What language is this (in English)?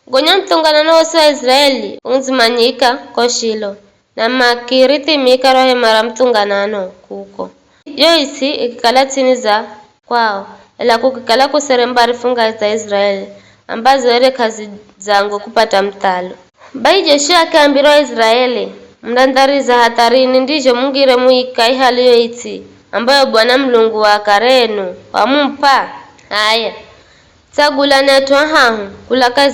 Giryama